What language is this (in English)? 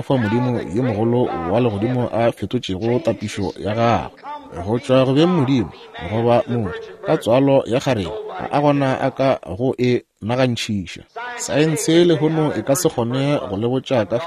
Northern Sotho